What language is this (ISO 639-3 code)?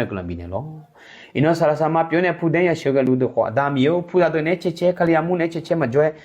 ahk